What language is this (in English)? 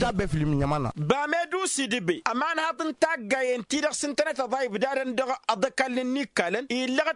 Tamasheq